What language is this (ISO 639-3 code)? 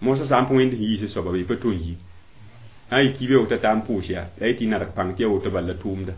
mos